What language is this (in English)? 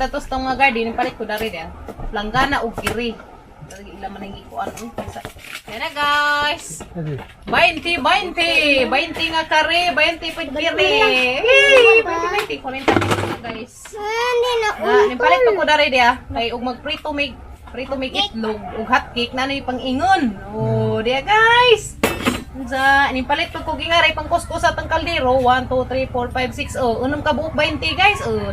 Cebuano